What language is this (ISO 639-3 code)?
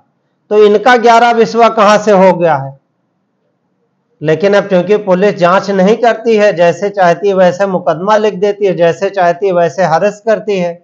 hin